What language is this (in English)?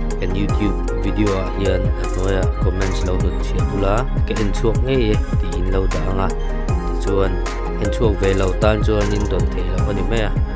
Mizo